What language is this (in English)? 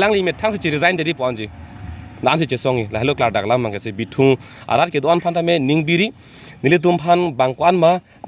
Karbi